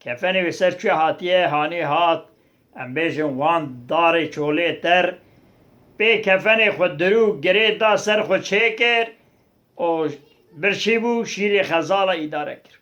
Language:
Kurdish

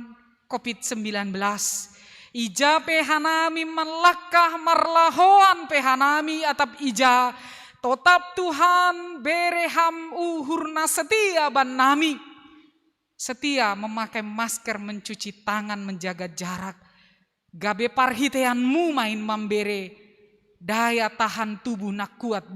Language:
Batak Simalungun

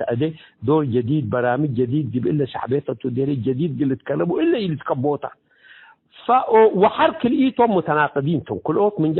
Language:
Tigre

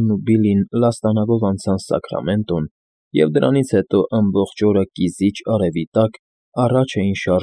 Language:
Armenian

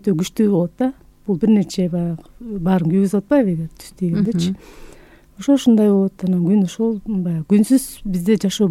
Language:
Kyrgyz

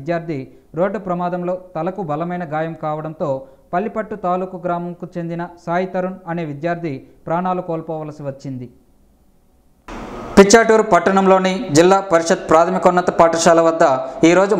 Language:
Telugu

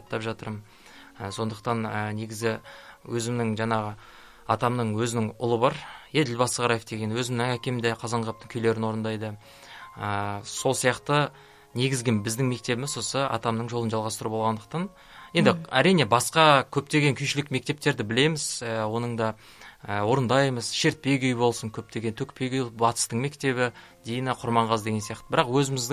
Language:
Kazakh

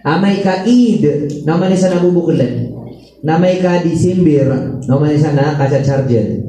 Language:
Maranao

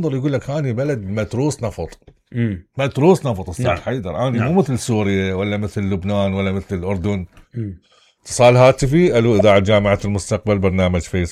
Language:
Mesopotamian Arabic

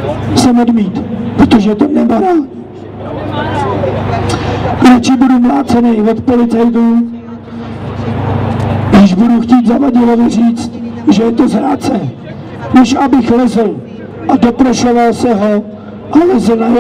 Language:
Czech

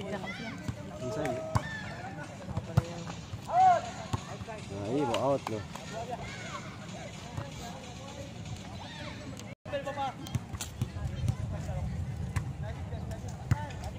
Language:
Malay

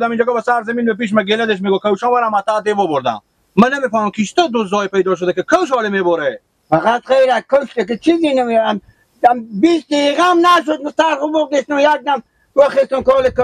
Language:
Persian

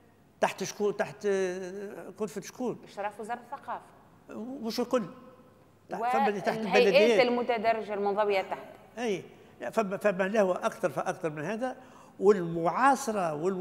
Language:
Tunisian Arabic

